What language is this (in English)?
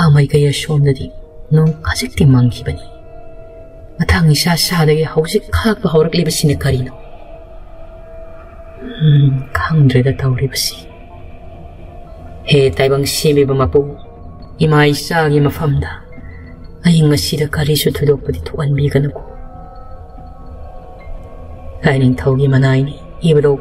Manipuri